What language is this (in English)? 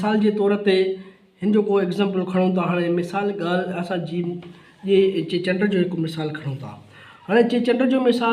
Sindhi